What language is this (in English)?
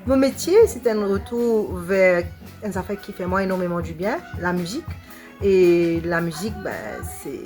Morisyen